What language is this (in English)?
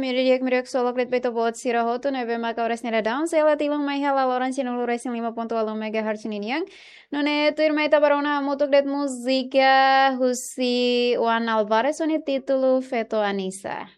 Tetum